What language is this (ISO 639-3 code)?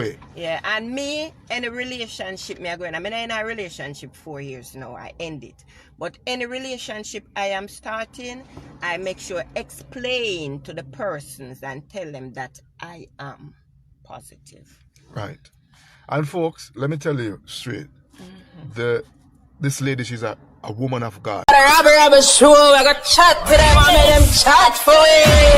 jam